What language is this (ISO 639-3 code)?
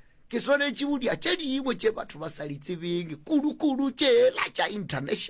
nso